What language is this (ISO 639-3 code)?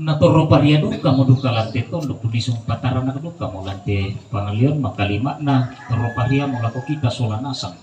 sda